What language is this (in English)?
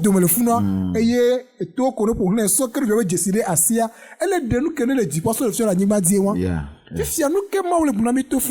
Ewe